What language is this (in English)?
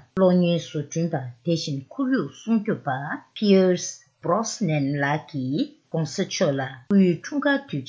Tibetan